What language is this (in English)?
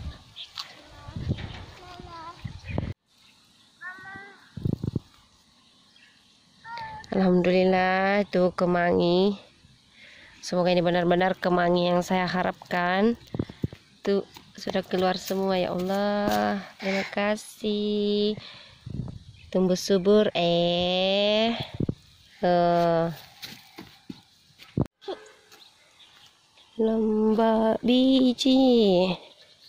Indonesian